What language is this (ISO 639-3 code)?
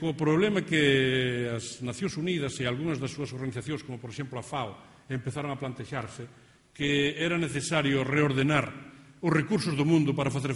glg